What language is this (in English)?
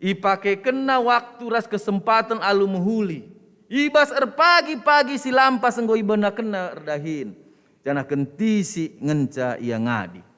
Batak Karo